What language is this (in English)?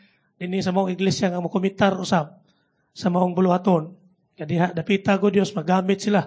Cebuano